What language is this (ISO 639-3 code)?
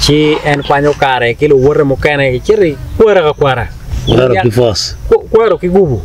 ach